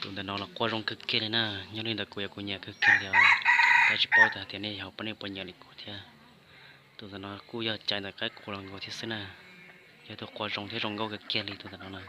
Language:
Hmong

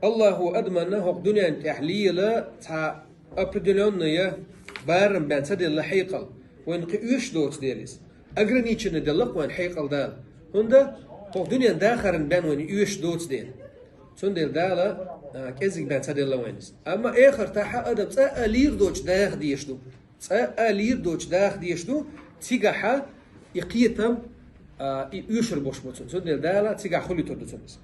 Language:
Chechen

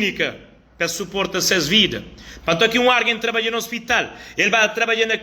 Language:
Kabuverdianu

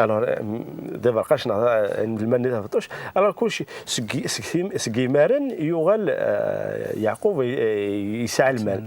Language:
Kabyle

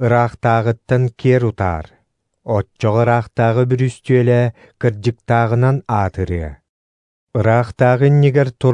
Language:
Yakut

